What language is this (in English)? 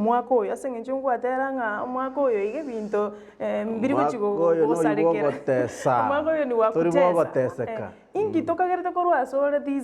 Gusii